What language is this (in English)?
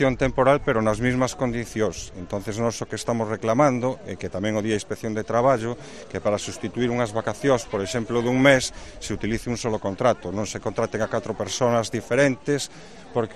Galician